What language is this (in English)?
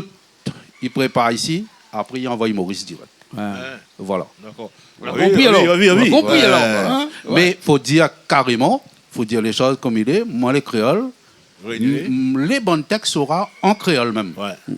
Réunion Creole French